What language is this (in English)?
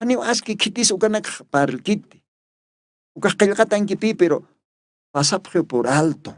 Aymara